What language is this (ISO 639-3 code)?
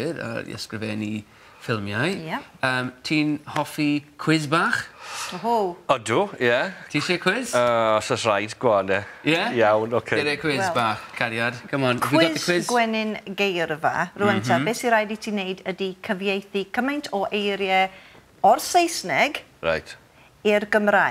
cym